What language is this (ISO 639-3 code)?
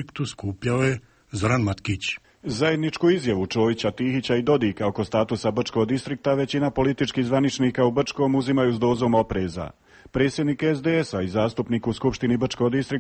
hrv